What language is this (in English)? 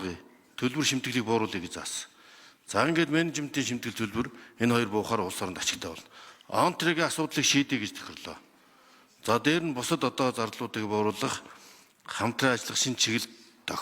Mongolian